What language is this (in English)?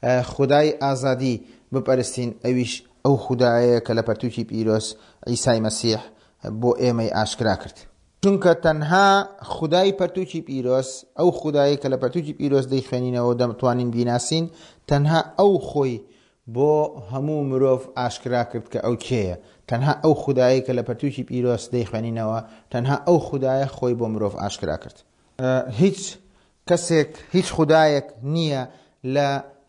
Central Kurdish